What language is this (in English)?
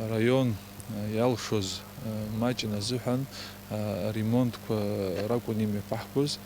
Abkhazian